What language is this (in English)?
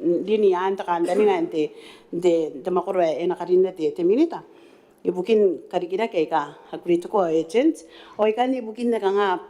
Gilbertese